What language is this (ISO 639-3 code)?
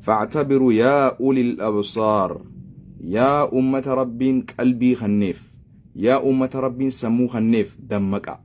orm